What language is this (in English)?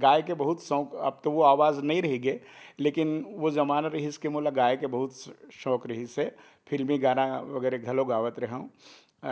Chhattisgarhi